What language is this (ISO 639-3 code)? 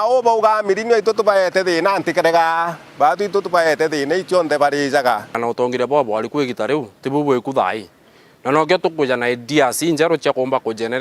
mer